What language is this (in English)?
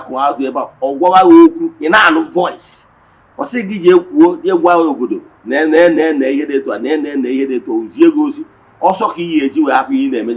Igbo